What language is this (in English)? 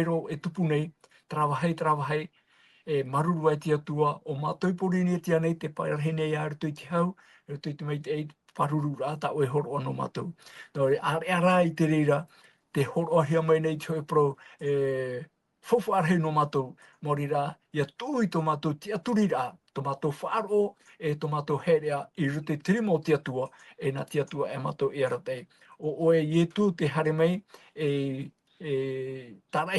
Tahitian